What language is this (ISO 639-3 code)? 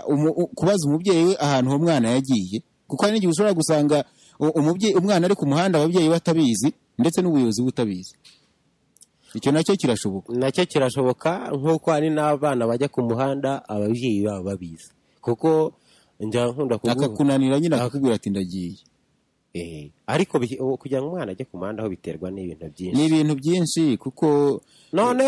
kin